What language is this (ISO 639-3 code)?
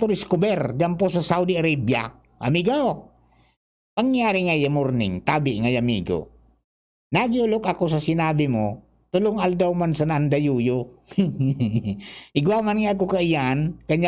bik